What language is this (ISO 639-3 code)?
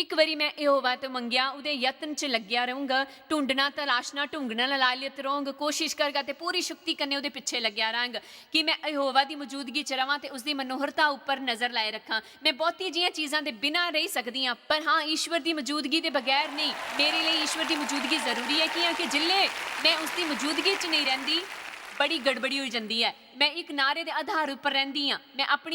doi